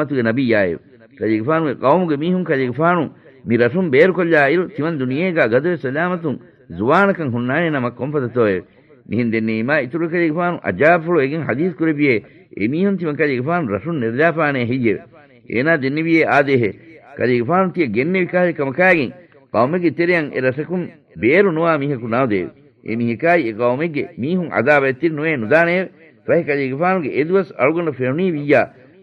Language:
Divehi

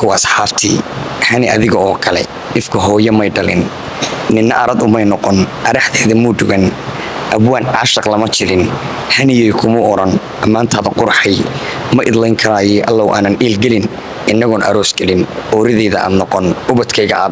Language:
Somali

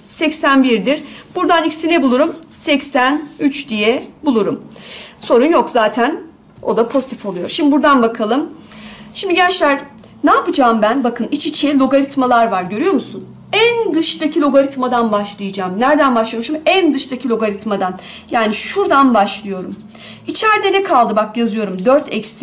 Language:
Turkish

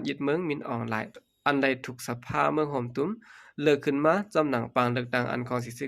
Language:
Shan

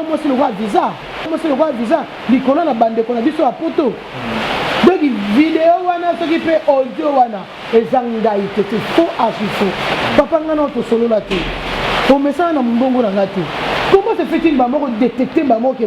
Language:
Lingala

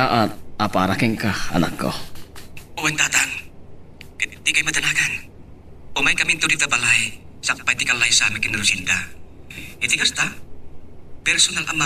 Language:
Iloko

